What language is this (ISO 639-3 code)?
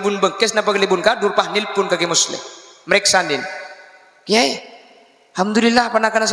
mad